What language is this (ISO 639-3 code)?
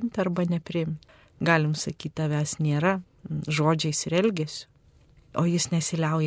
lit